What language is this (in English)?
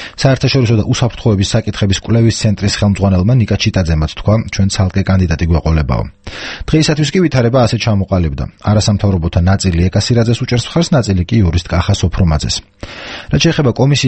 Georgian